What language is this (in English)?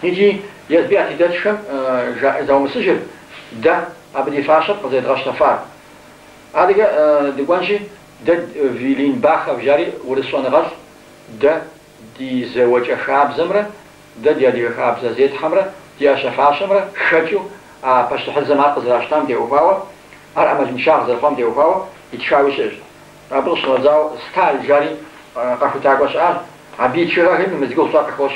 Kabardian